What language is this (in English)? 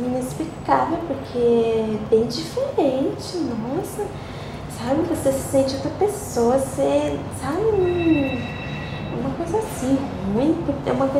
Portuguese